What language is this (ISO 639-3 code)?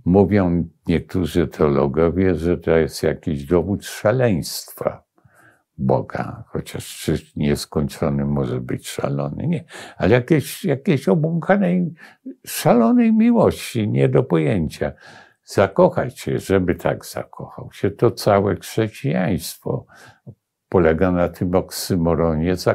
pol